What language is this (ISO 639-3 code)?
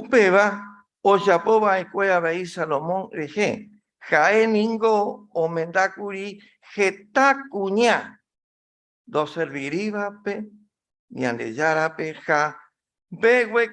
grn